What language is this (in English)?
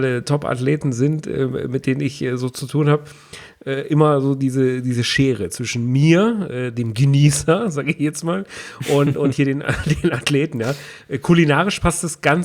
German